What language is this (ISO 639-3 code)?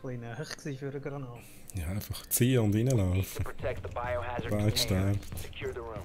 gsw